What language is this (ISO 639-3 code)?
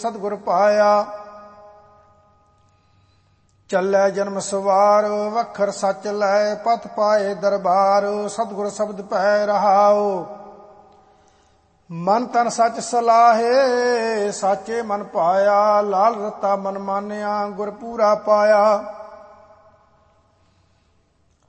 pan